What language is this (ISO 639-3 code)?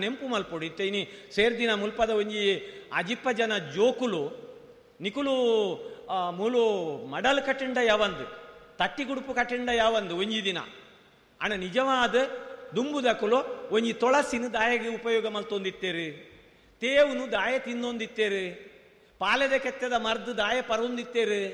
tcy